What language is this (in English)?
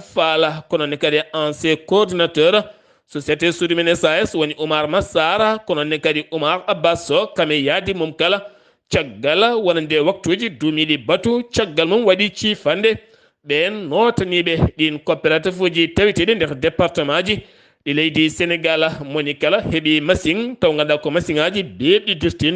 Fula